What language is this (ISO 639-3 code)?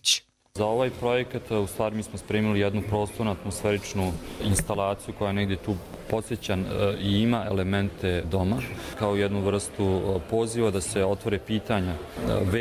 hrv